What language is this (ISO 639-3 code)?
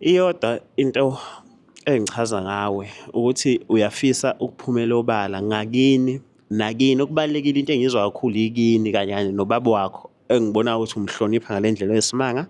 zul